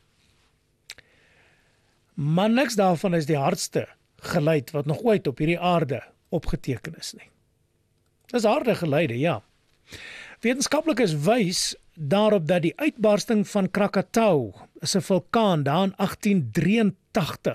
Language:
Afrikaans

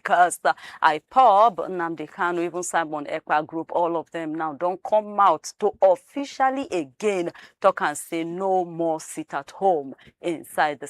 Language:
Nigerian Pidgin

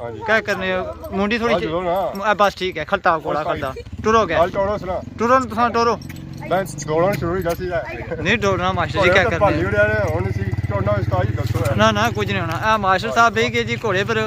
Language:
Pahari-Potwari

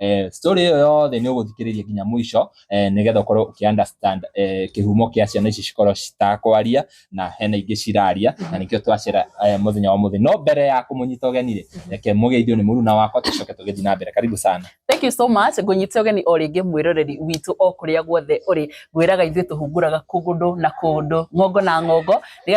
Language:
Kikuyu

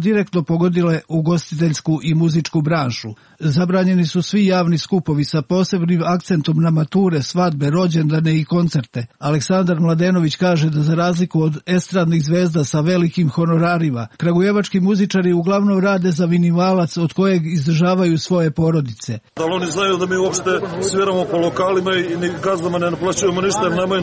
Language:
Serbian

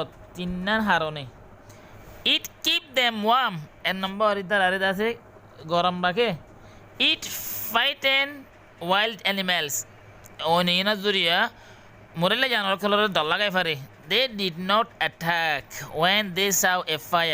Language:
Rohingya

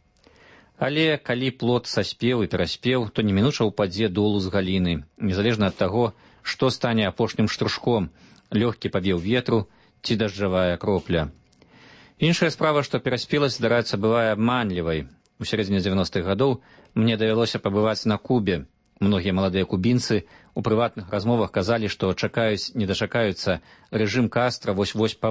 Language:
Belarusian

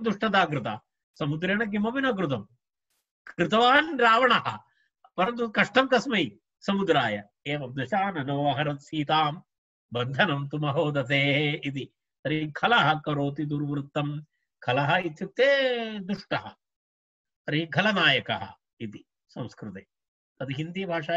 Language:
Sanskrit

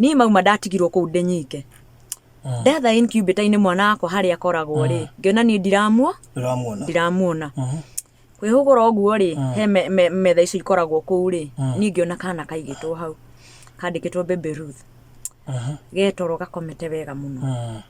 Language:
Kikuyu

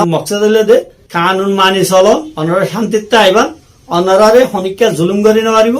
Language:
Rohingya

